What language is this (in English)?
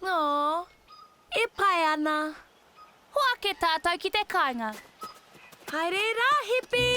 Māori